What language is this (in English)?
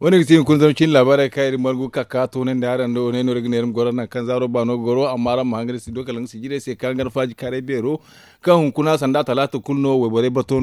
Zarma